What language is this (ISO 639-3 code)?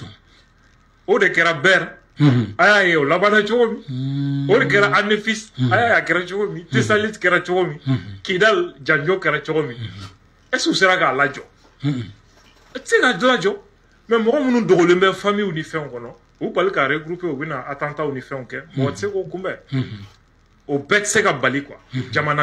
bam